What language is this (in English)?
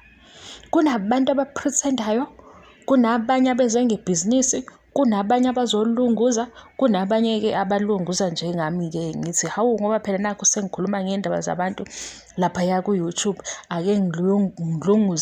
Zulu